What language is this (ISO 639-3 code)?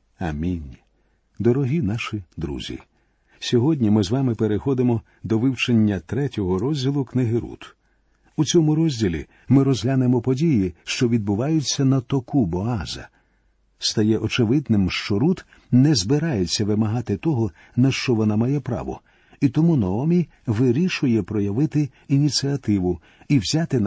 ukr